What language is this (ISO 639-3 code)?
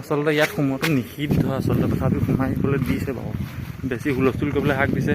asm